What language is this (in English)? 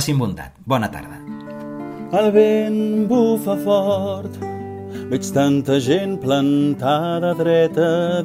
Catalan